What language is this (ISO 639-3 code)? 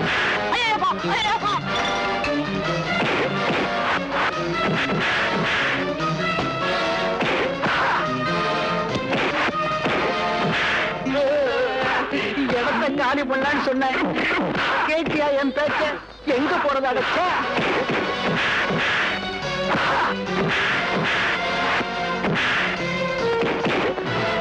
tam